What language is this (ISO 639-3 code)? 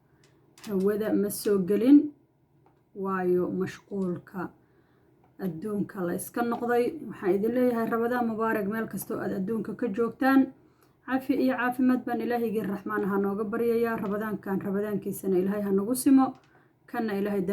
som